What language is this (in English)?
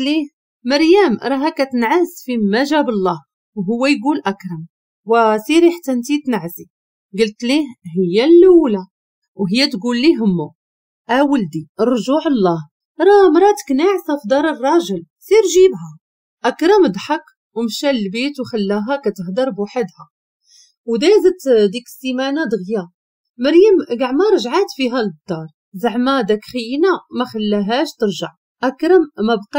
Moroccan Arabic